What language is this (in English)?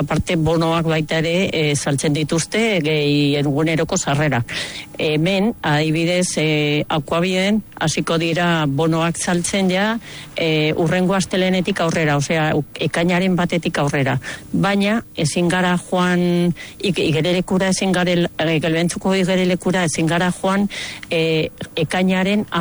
Basque